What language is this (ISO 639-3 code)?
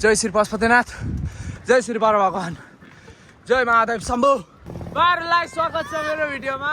nep